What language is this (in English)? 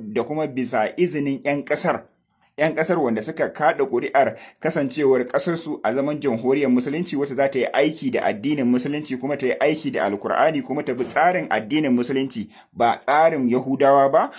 Hausa